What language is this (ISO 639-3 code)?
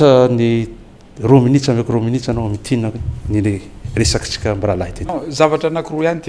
mlg